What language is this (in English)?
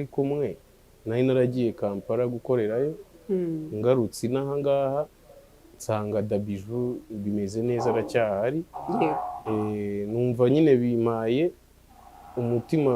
Kinyarwanda